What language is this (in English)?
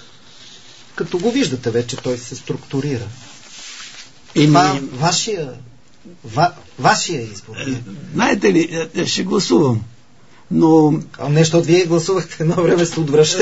Bulgarian